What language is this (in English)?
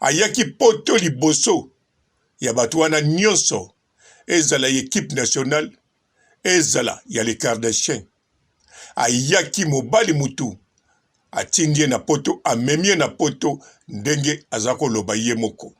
Lingala